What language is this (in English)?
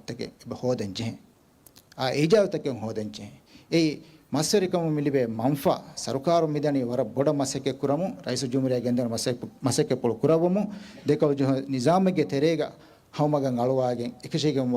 Divehi